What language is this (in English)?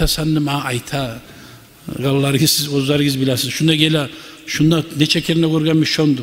Kumyk